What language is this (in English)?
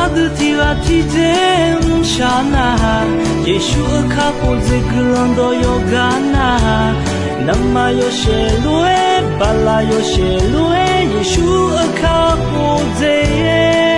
Akha